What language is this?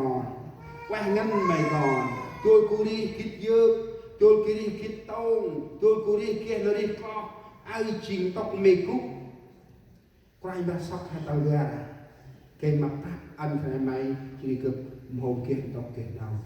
Central Mnong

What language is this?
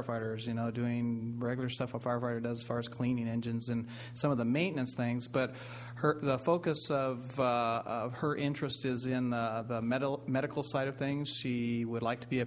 English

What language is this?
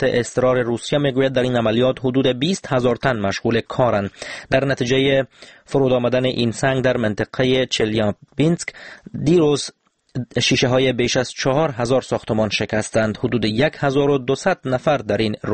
Persian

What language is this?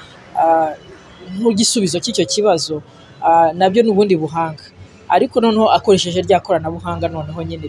Kinyarwanda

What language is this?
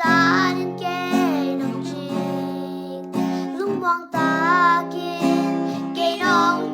Tedim Chin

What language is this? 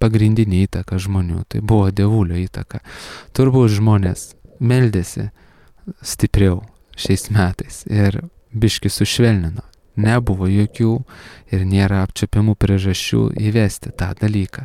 Lithuanian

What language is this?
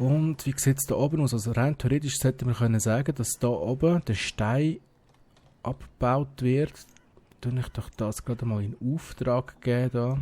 Swiss German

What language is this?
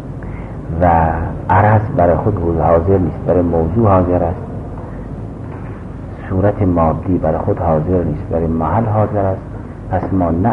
Persian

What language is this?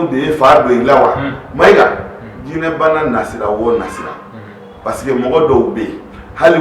Bambara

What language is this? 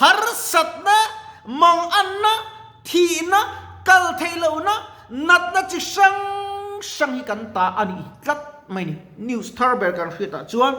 Mizo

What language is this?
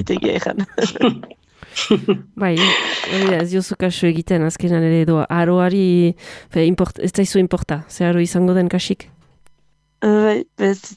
Basque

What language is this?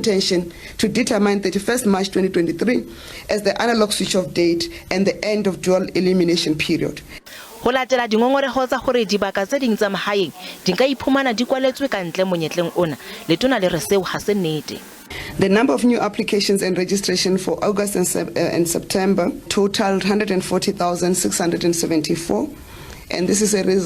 Southern Sotho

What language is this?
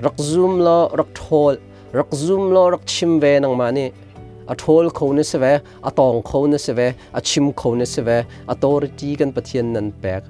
Hakha Chin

